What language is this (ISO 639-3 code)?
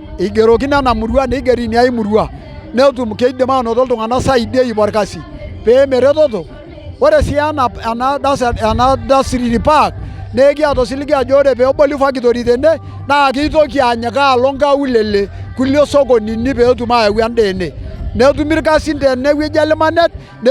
mas